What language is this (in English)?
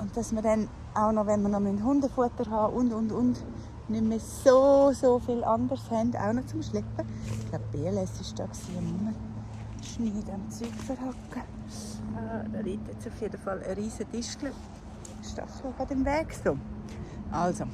Swiss German